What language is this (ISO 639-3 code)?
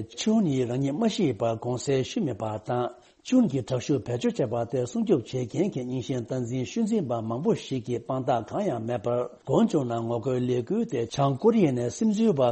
bod